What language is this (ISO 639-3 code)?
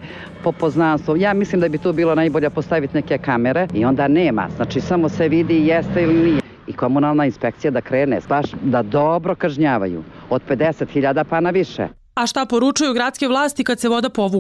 srp